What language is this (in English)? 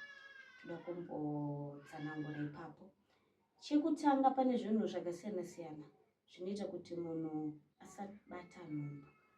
Shona